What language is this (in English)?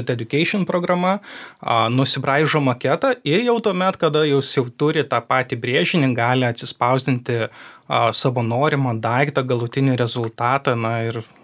Lithuanian